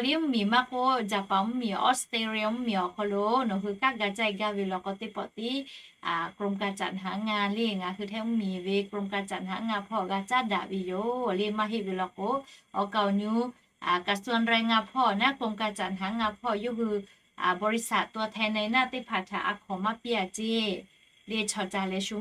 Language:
Lahu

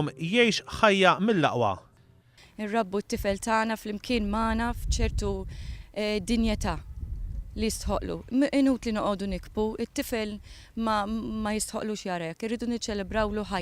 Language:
Maltese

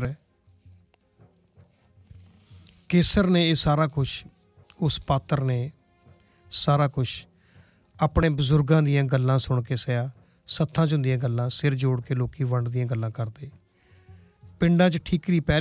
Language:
Punjabi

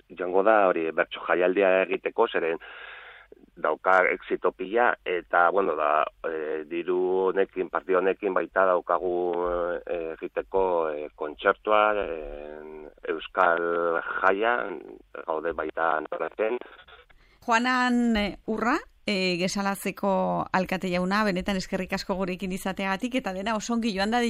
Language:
Basque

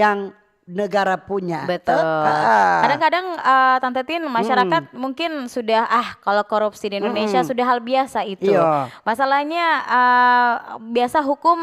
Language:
Manado Malay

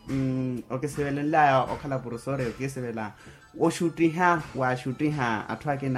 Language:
Makhuwa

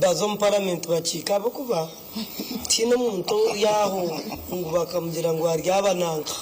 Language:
Nyankole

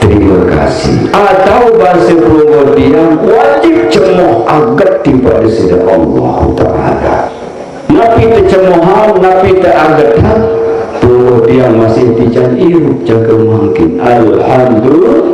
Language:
Sasak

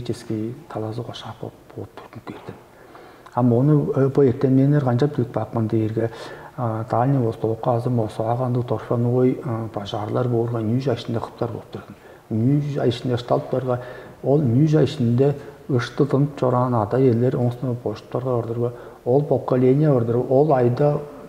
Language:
Tuvinian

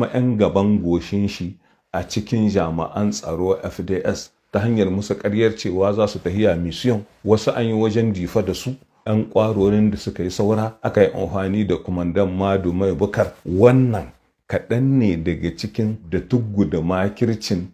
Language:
Hausa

